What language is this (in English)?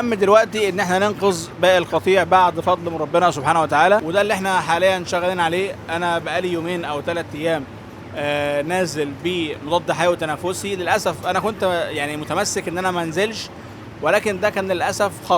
Egyptian Arabic